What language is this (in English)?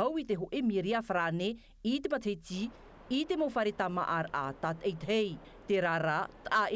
Tahitian